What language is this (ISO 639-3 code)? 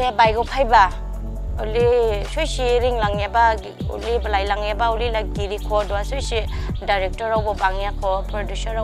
dis